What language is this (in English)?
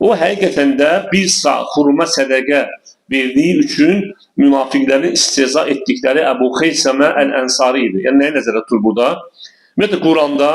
Azerbaijani